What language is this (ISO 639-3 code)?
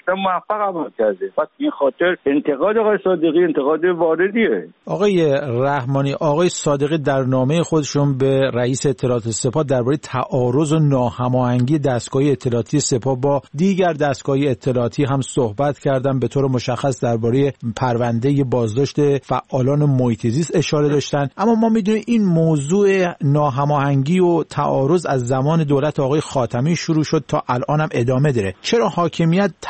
fas